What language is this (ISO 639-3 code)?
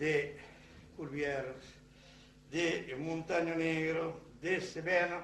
oci